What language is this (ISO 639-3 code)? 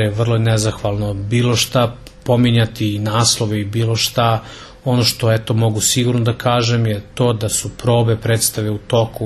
srp